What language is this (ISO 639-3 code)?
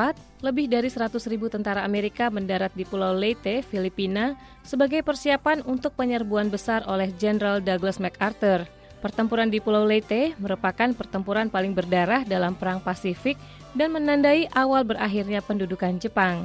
ind